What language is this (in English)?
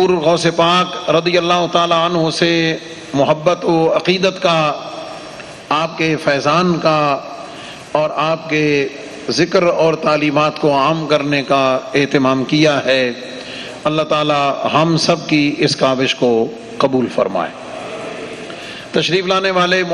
Urdu